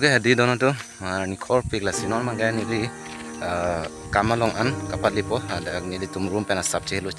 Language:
Karbi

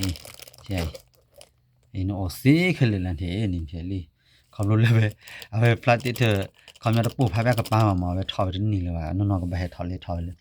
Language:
S'gaw Karen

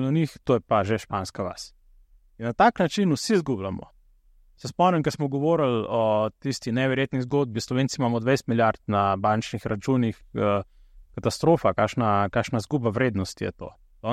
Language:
Slovenian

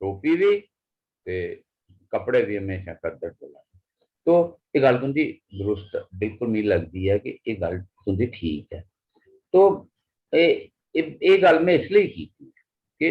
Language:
Dogri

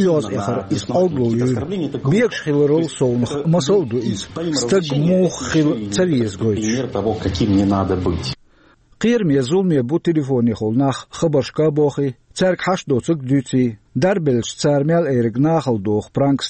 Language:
Chechen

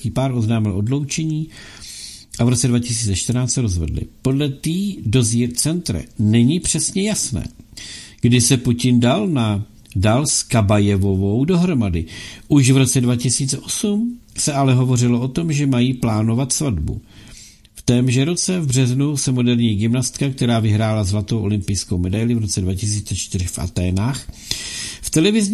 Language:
Czech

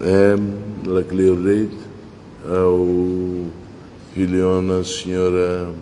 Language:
Tetum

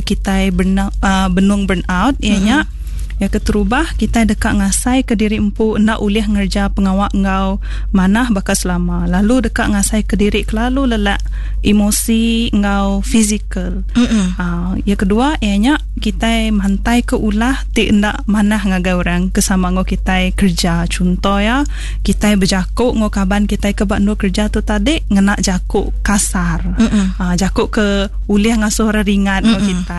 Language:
Iban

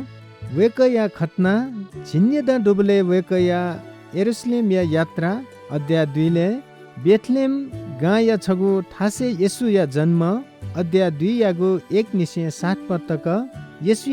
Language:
Newari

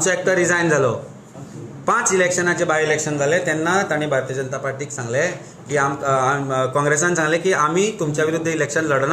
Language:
Konkani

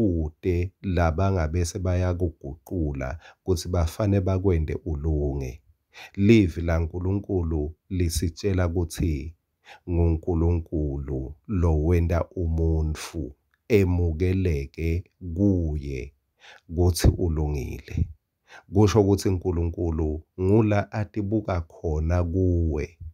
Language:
Swati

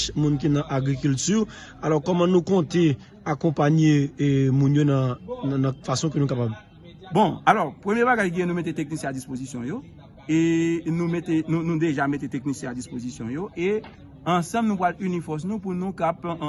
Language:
Haitian Creole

